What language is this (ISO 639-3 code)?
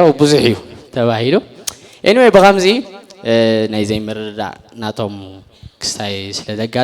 tir